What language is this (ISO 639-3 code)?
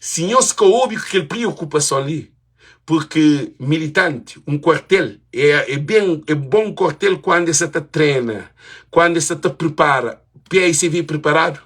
kea